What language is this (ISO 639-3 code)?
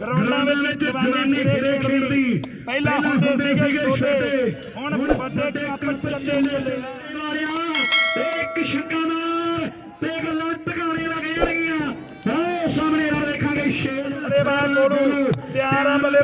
pan